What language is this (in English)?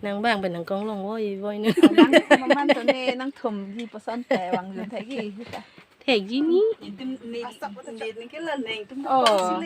Karbi